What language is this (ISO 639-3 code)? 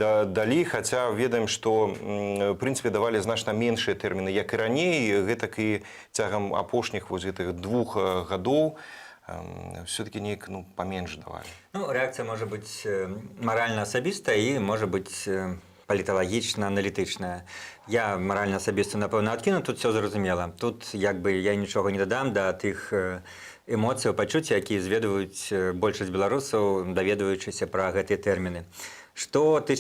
bel